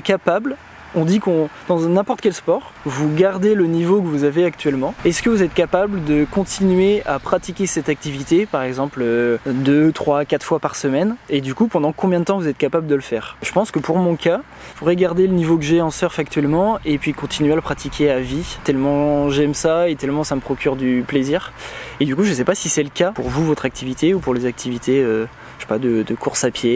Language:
French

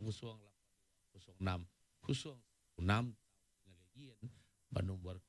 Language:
Iban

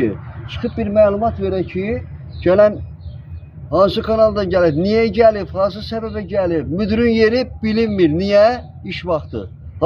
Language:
Azerbaijani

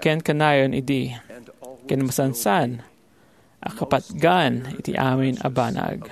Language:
Iloko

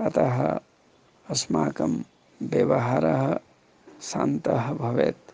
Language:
Sanskrit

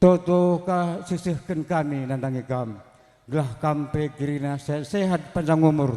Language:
Batak Karo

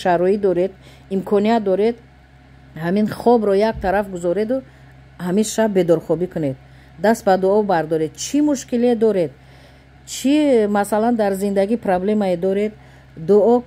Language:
Tajik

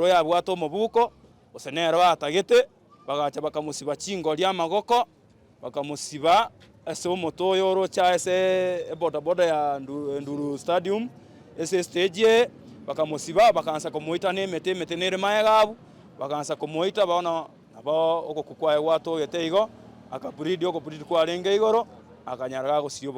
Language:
Gusii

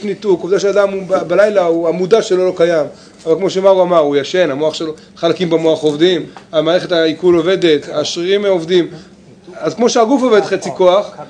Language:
Hebrew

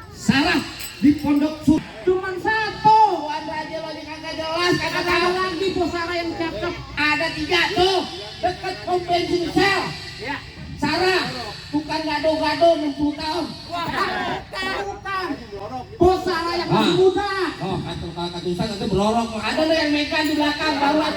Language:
Betawi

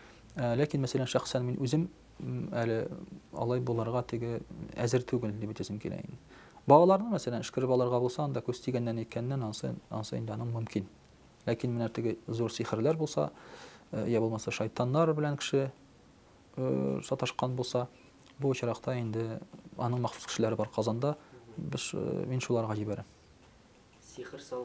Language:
Tatar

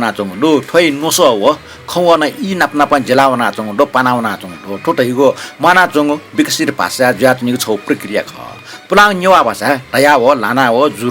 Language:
Newari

